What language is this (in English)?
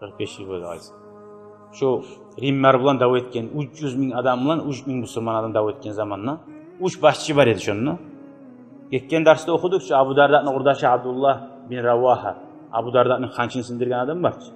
Kumyk